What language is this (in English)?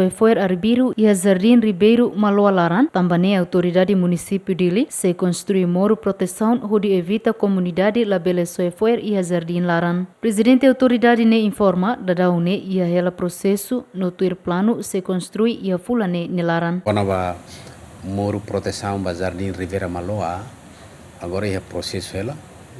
Tetum